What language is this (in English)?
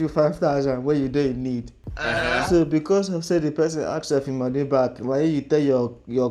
Nigerian Pidgin